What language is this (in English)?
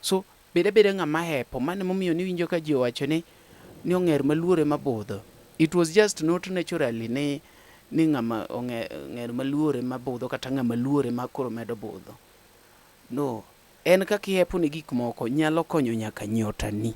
Luo (Kenya and Tanzania)